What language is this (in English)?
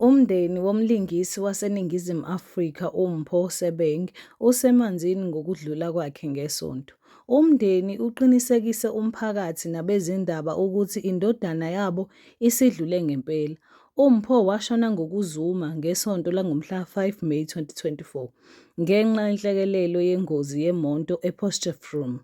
Zulu